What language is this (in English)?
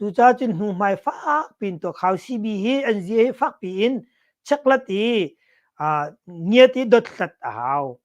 Hakha Chin